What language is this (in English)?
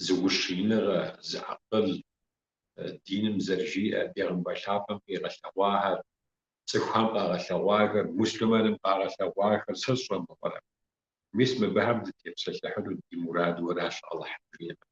Kabardian